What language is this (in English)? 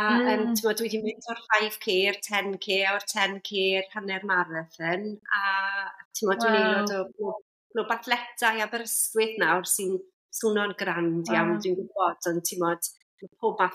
Welsh